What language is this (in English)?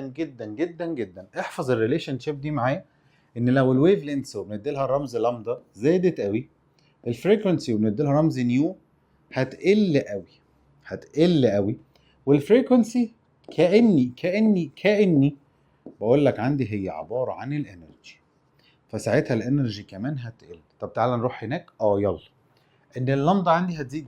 Egyptian Arabic